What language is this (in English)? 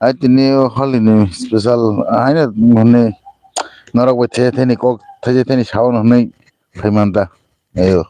Kok Borok